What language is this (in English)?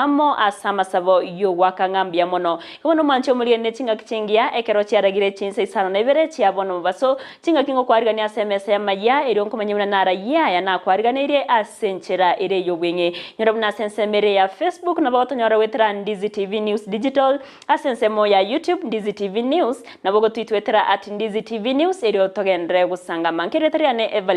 Gusii